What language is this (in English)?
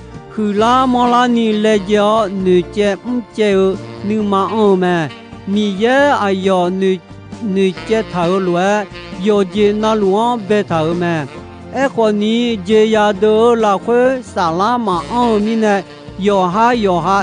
Akha